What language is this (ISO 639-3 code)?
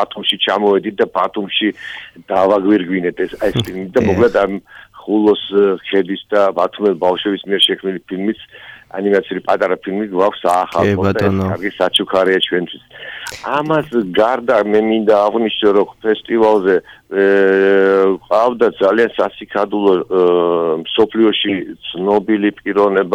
kat